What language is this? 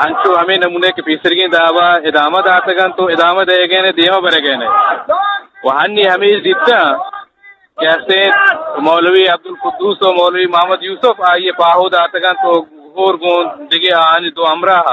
Eastern Balochi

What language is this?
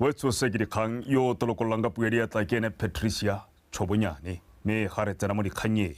Tswana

